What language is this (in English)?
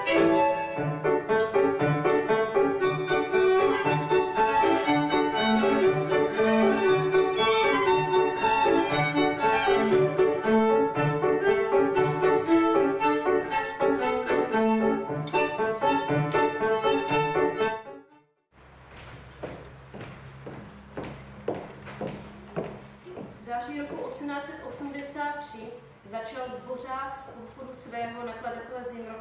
Czech